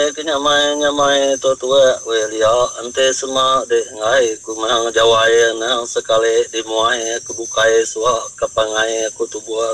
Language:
Iban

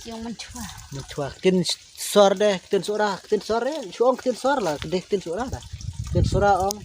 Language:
Khasi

